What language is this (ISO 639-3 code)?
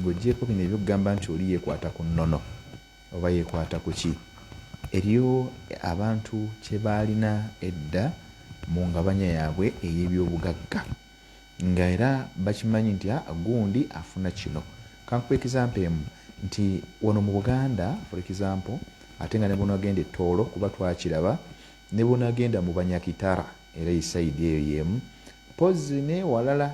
lug